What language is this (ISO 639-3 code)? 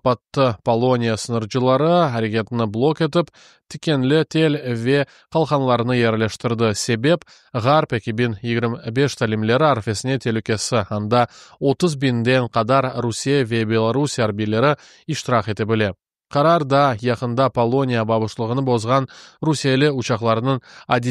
crh